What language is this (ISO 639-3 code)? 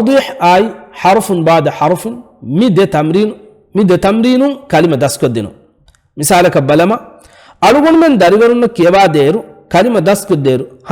div